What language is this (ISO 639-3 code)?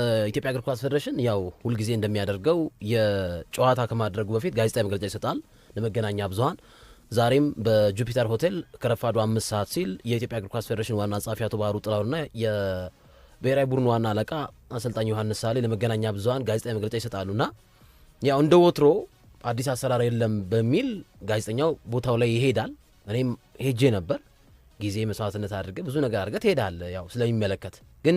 amh